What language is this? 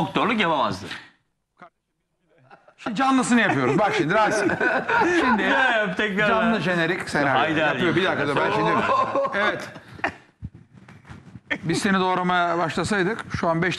Turkish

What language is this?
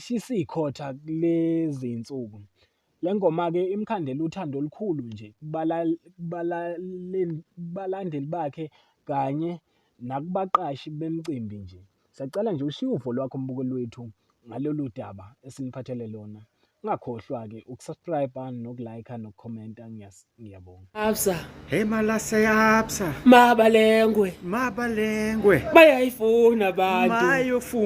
Zulu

